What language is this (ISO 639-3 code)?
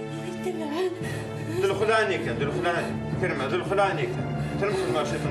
kab